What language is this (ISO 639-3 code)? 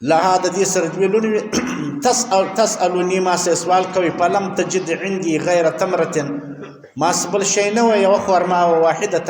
pus